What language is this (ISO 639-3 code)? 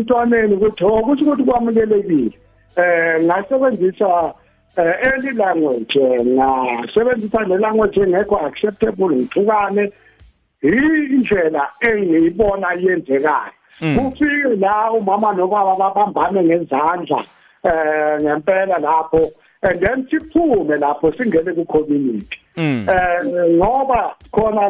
nbl